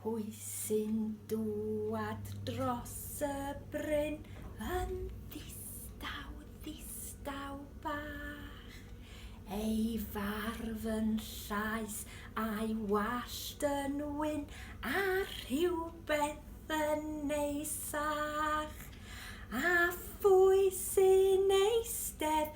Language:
Welsh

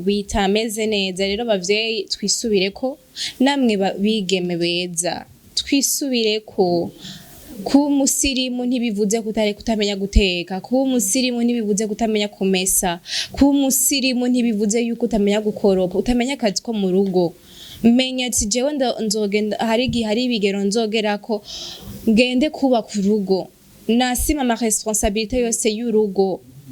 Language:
Rundi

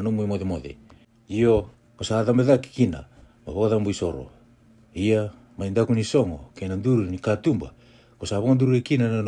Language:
Fijian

